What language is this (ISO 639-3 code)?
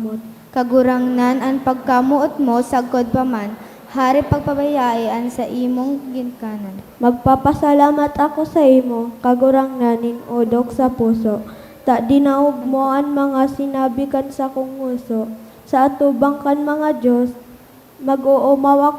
bik